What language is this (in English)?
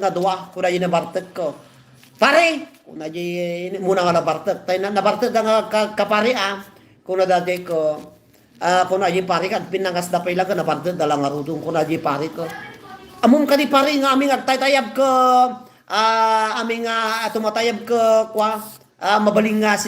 Iloko